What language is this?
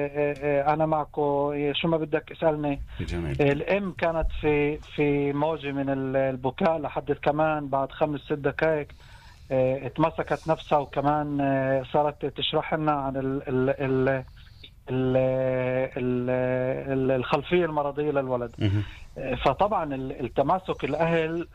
North Levantine Arabic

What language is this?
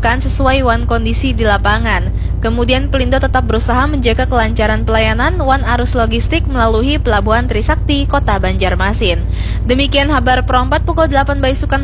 Banjar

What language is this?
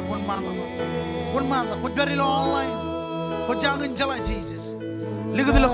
Marshallese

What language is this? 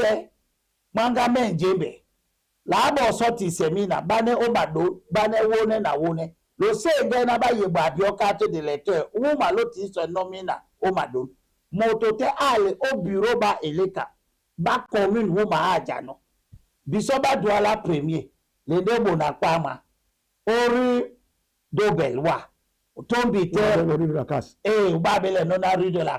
Duala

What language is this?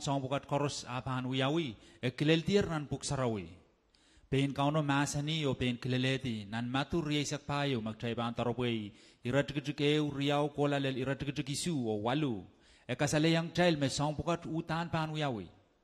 Pohnpeian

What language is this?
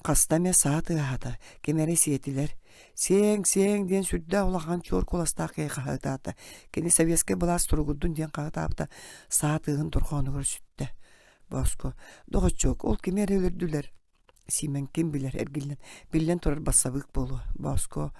Yakut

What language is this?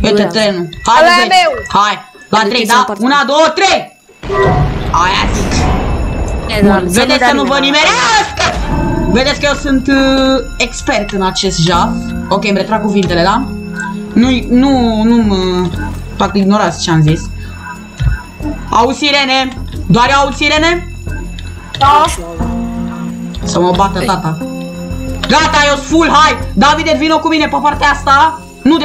Romanian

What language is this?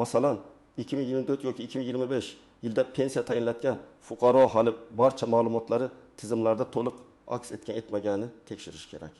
Uzbek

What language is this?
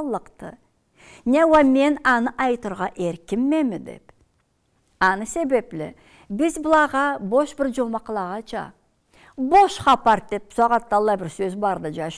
Karachay-Balkar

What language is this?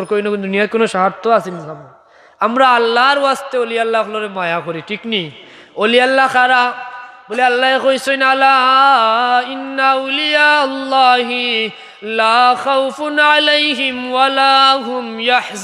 Sylheti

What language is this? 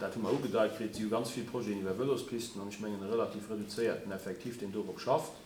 Luxembourgish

